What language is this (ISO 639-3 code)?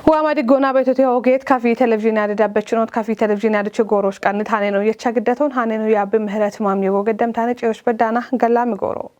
kbr